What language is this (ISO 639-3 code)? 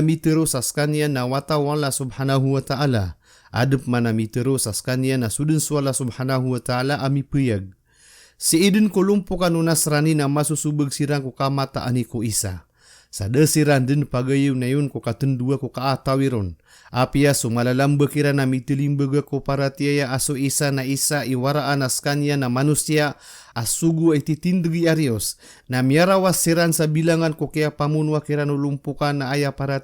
mrw